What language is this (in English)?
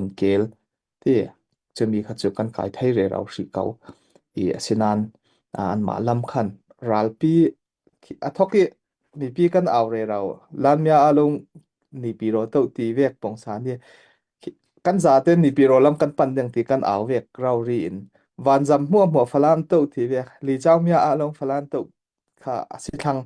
Falam Chin